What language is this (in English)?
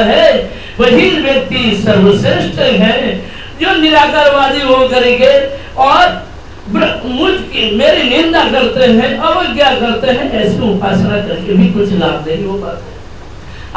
Hindi